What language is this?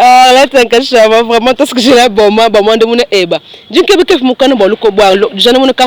Luba-Lulua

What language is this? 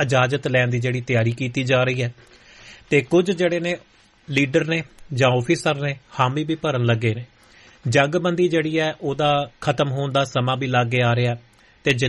Punjabi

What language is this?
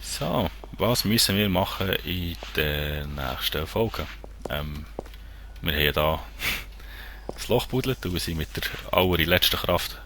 Swiss German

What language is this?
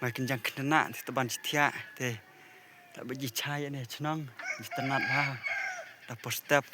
Khasi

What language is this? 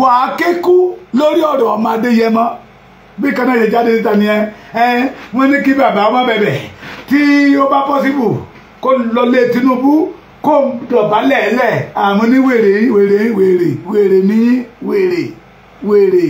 Yoruba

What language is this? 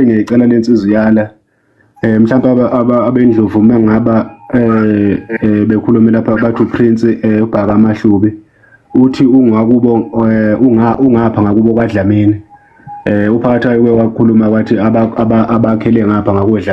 Zulu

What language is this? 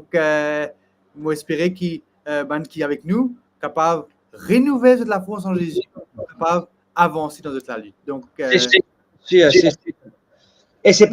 Morisyen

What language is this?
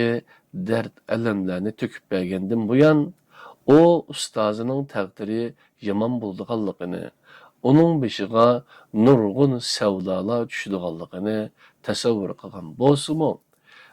Uyghur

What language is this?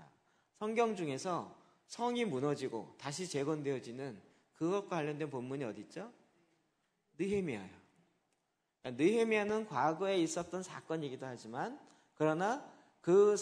Korean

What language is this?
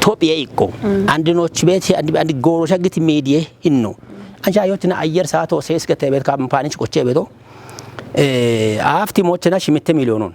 Kafa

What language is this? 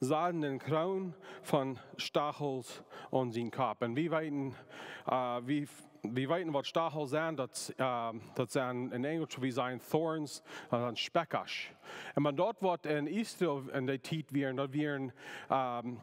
Plautdietsch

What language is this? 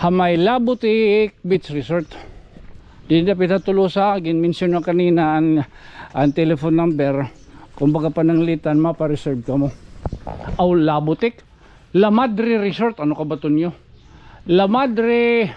Waray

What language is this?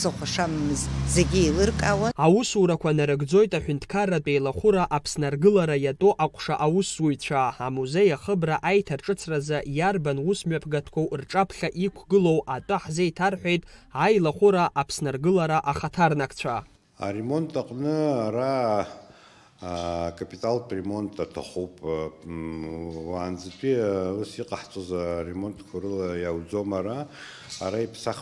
Abkhazian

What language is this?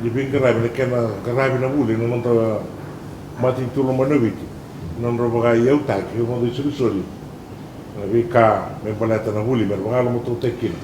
Fijian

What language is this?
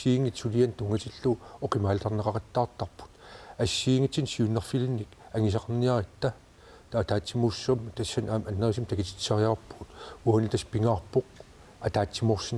Kalaallisut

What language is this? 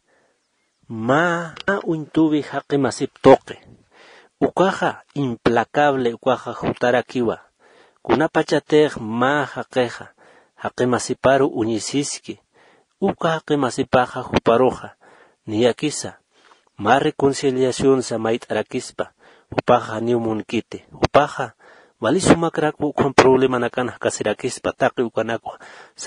Aymara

